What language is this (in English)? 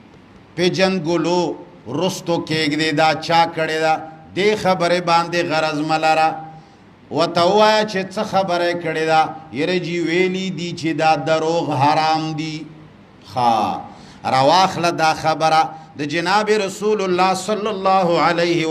Pashto